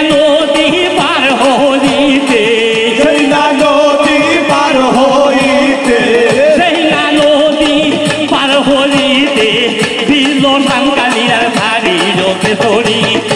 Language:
Bangla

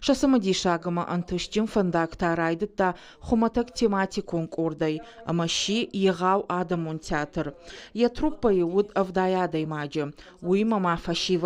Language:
Ossetic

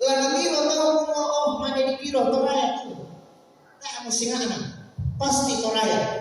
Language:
Toraja-Sa'dan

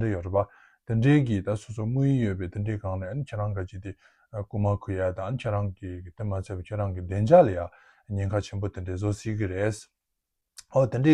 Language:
Tibetan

